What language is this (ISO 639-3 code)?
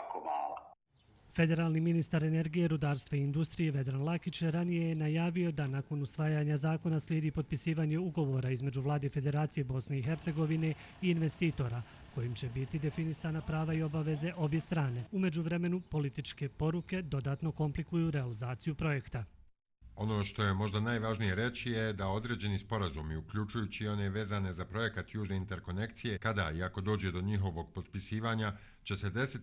bos